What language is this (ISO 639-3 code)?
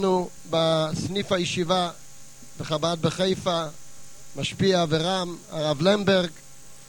heb